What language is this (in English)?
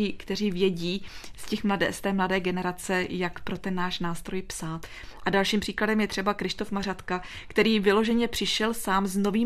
Czech